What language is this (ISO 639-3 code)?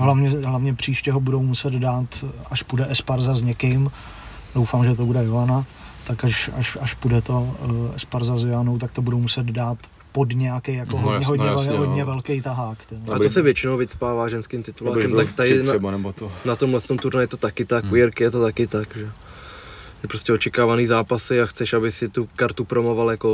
ces